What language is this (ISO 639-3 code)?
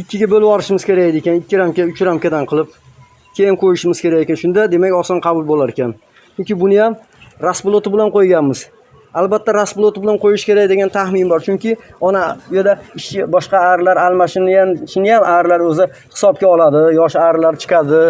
uzb